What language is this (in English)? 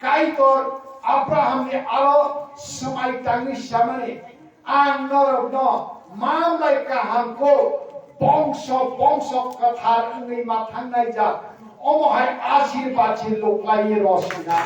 Kok Borok